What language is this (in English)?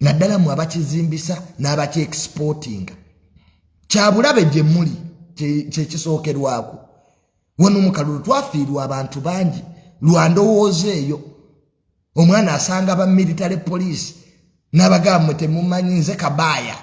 Ganda